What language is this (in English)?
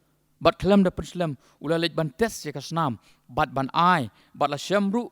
Khasi